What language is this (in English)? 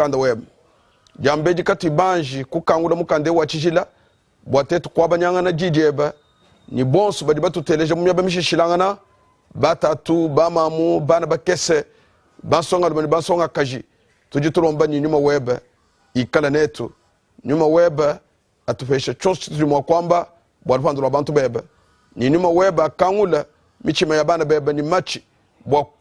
Luba-Lulua